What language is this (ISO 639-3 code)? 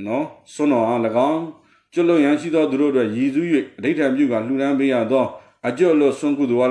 mya